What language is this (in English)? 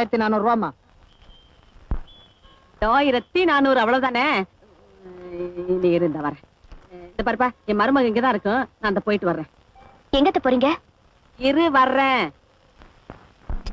Tamil